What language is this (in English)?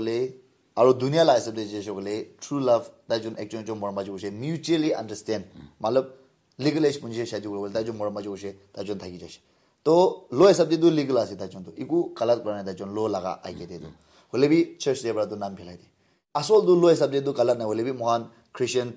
Naga Pidgin